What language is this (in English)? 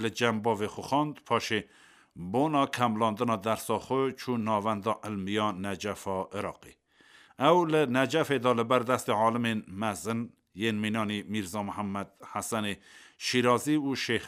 Kurdish